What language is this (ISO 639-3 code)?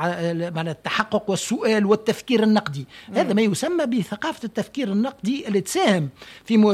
aeb